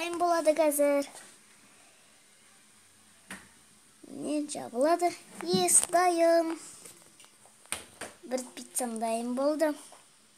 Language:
Kazakh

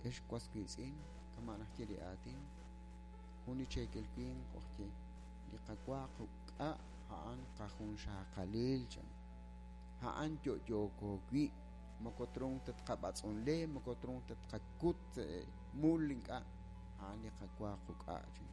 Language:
Kekchí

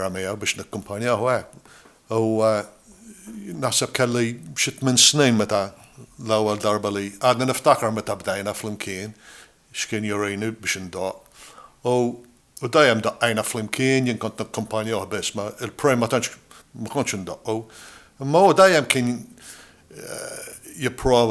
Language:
Maltese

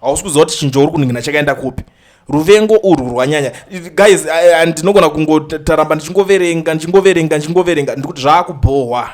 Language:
Shona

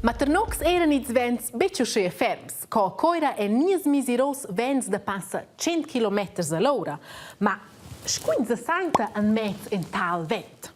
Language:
Romansh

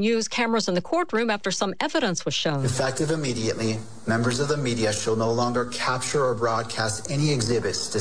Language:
English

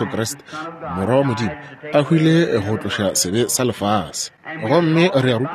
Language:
Northern Sotho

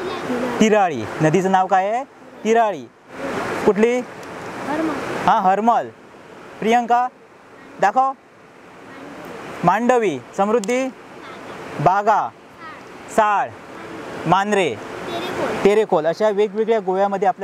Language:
Marathi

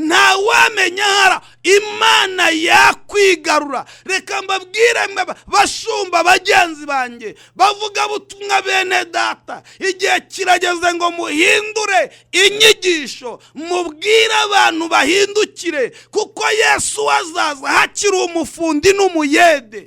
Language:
Kinyarwanda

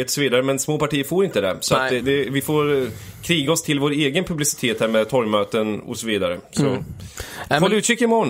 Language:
Swedish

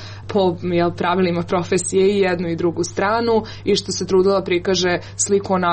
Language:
Serbian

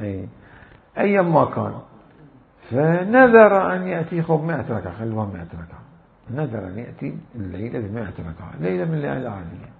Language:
Mesopotamian Arabic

